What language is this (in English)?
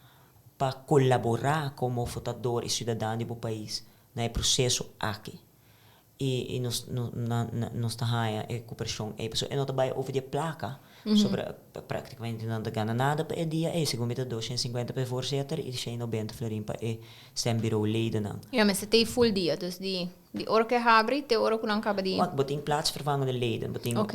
Papiamento